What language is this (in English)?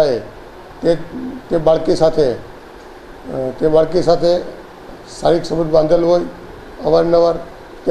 Gujarati